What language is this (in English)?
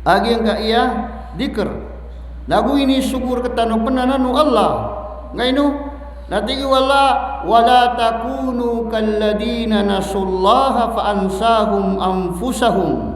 Maranao